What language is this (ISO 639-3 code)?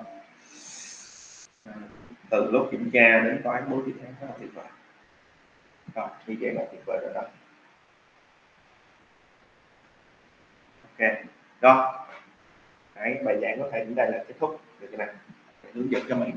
vie